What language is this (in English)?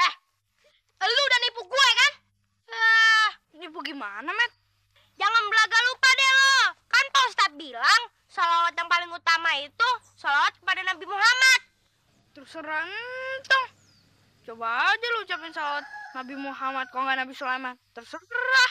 Betawi